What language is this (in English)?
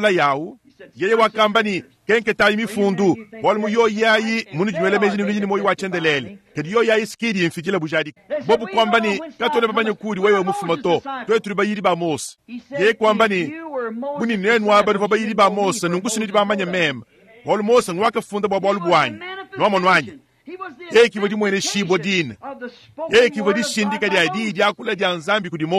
Luba-Lulua